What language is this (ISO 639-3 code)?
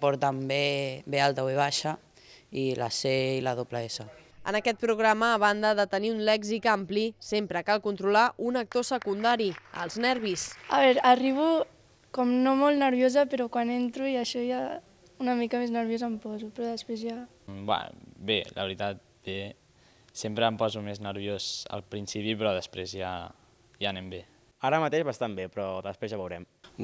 cat